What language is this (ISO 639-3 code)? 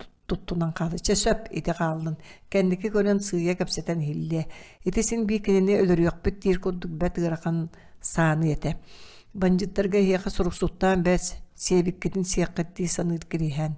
sah